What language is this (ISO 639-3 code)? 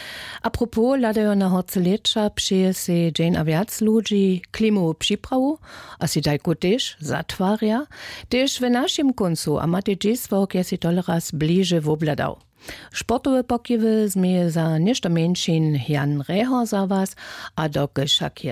hsb